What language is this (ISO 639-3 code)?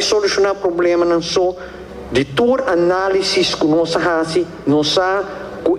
pap